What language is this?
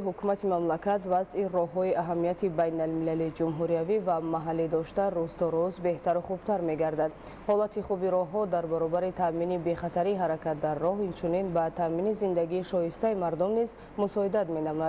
Tajik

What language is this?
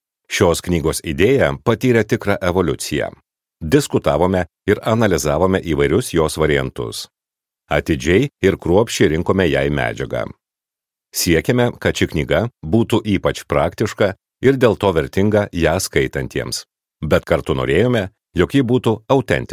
Lithuanian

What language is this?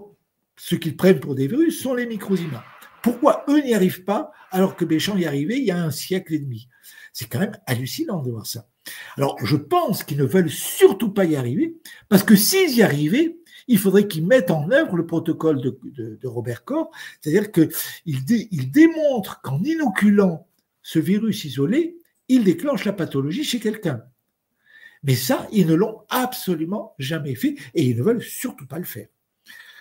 French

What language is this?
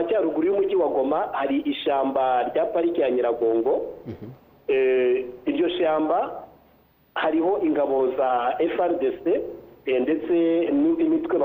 Kinyarwanda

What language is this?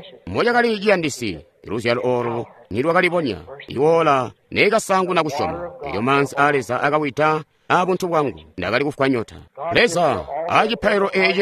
Tonga (Zambia)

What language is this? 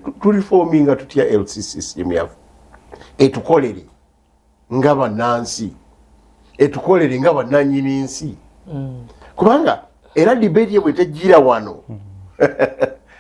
Ganda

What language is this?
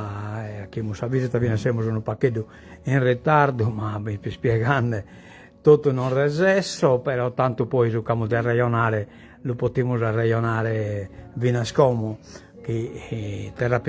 Sardinian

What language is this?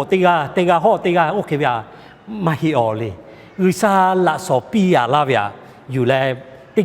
Lahu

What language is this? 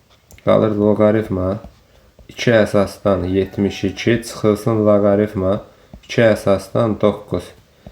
Azerbaijani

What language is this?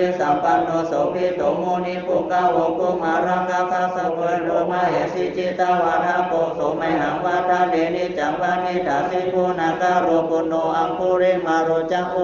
Pali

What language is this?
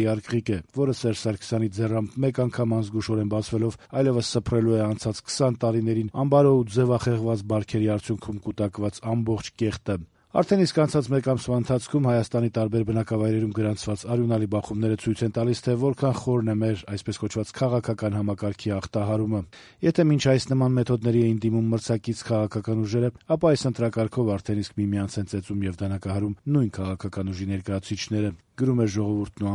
Armenian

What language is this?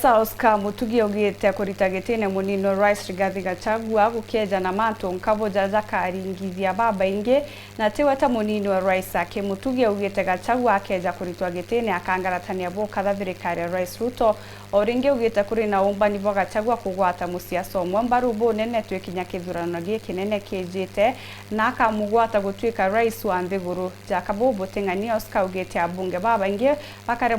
Meru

